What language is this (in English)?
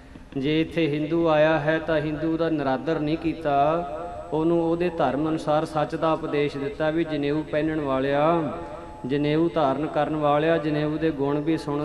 Punjabi